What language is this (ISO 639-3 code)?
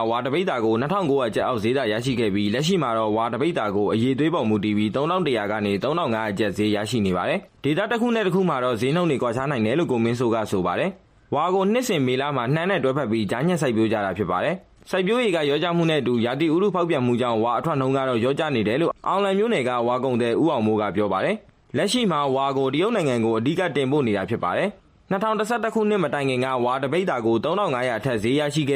mya